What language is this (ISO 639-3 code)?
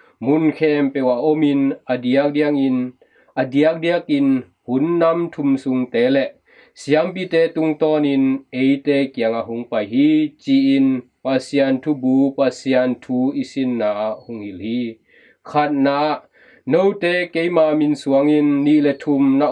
ctd